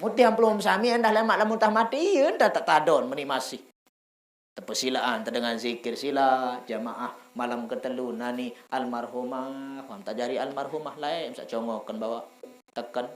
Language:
Sasak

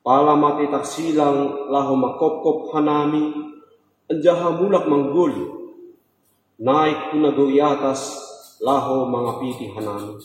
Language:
Batak Simalungun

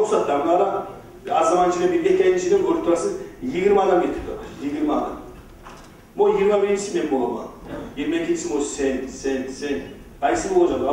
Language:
Kumyk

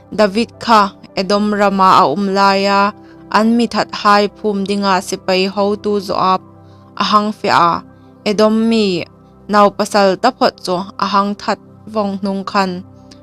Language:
Hmar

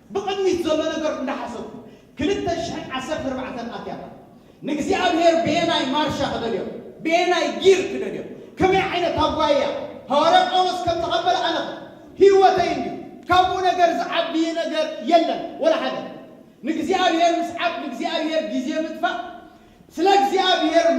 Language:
Tigrinya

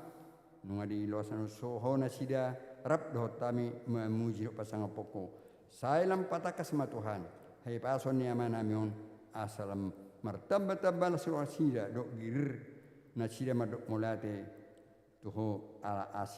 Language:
Batak Toba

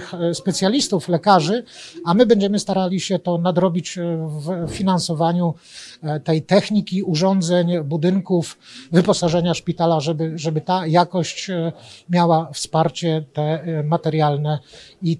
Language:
Polish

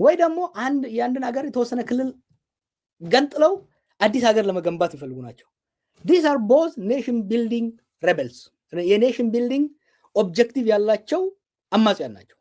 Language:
Amharic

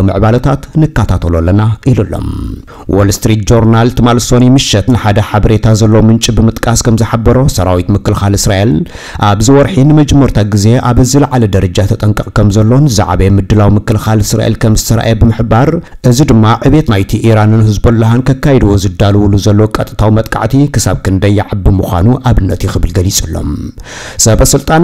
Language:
Tigrinya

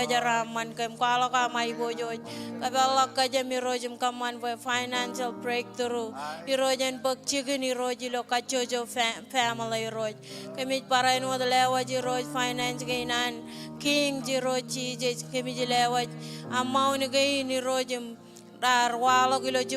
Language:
Marshallese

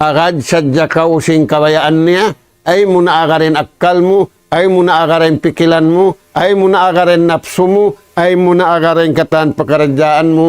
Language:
Tausug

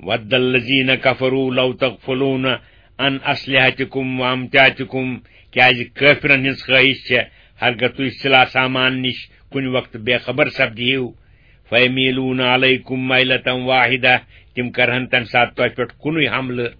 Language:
Kashmiri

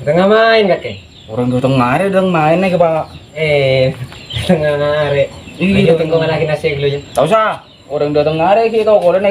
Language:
Madurese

